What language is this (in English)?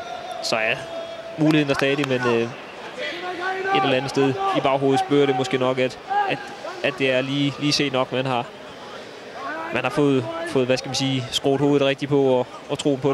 Danish